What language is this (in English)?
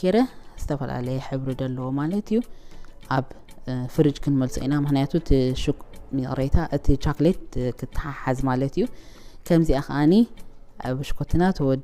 Tigrinya